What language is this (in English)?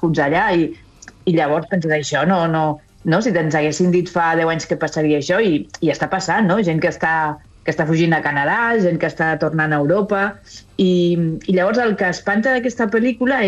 Catalan